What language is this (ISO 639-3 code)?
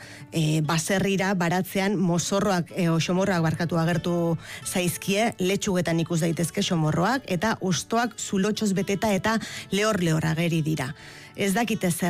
eus